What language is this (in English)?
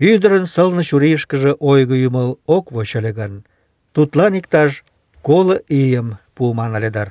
Mari